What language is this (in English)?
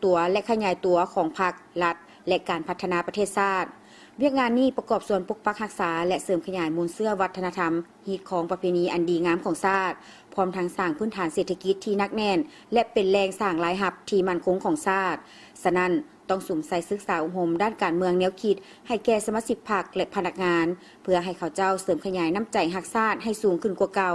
Lao